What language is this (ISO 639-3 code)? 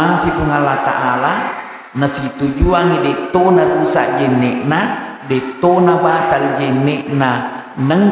bug